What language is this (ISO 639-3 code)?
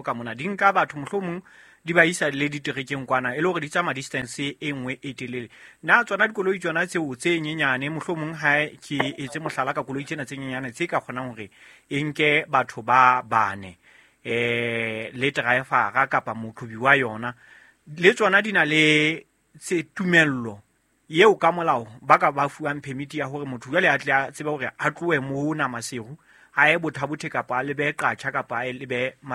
sot